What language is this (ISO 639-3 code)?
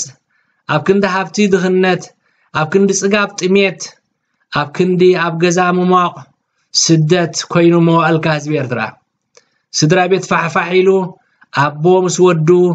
tir